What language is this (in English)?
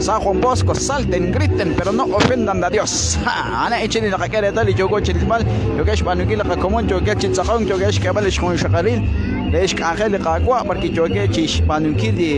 Kekchí